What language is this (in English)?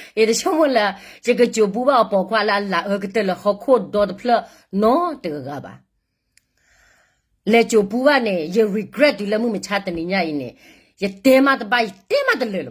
S'gaw Karen